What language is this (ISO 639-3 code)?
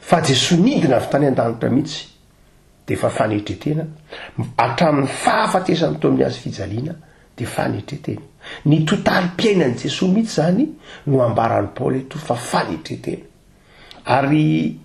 mlg